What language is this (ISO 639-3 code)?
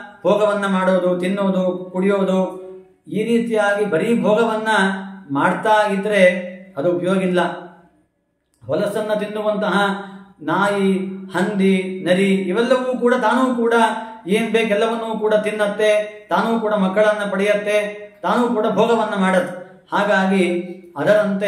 kan